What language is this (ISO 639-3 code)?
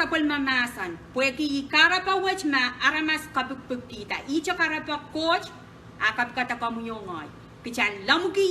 pon